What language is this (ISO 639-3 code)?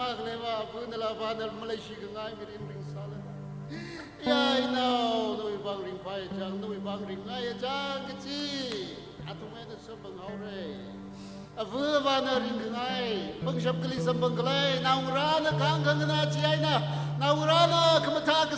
nmf